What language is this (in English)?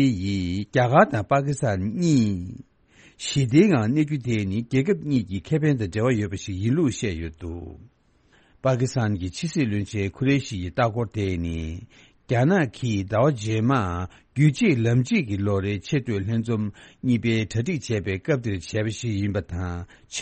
Tibetan